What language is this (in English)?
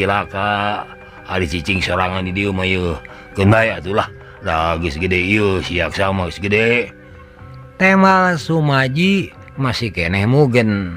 Sundanese